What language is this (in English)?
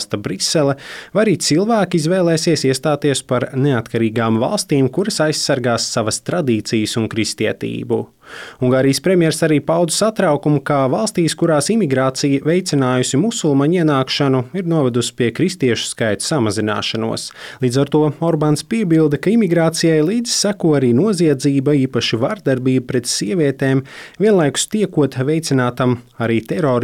Latvian